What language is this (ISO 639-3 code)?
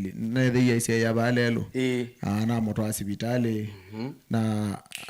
kam